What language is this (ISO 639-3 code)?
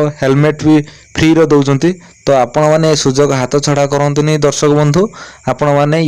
ori